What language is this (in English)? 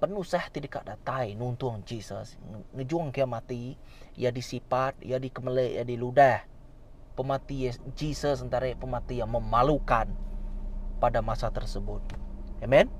Iban